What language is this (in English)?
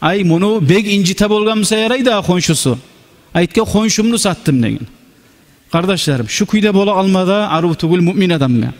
Kumyk